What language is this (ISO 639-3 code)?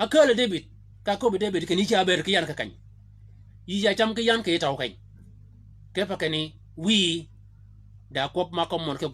shk